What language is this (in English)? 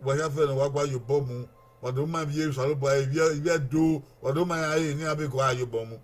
Bini